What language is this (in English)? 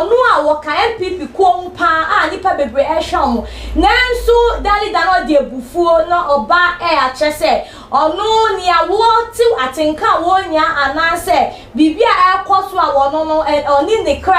Akan